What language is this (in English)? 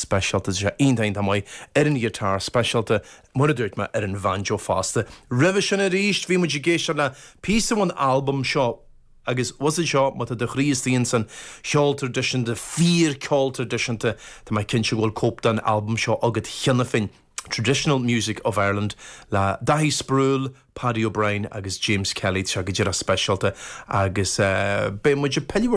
Irish